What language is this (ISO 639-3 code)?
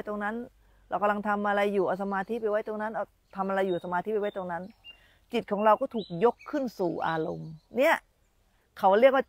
tha